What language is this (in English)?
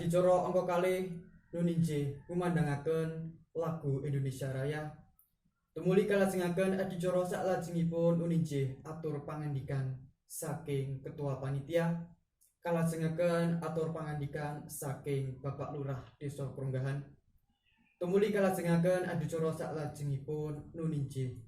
Javanese